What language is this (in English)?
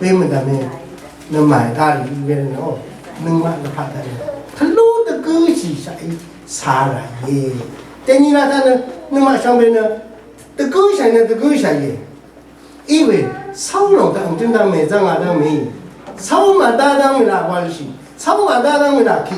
Rawang